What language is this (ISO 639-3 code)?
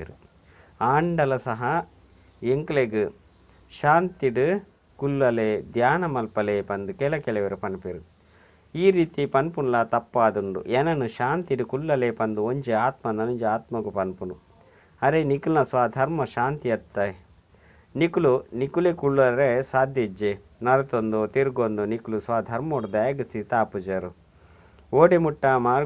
tcy